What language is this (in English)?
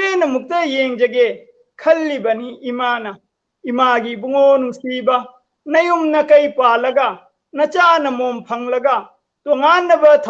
Manipuri